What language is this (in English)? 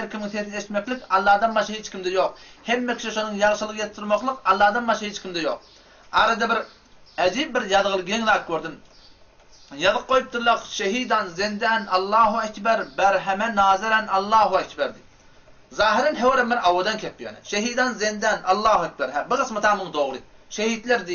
Turkmen